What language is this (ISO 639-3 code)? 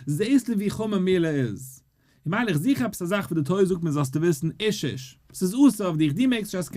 yid